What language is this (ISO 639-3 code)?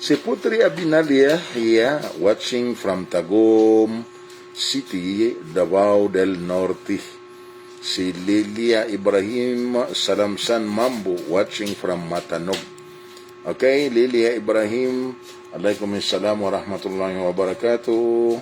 mrw